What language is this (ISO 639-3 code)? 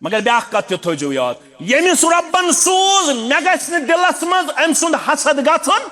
kas